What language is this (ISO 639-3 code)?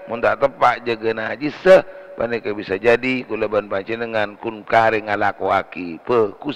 mad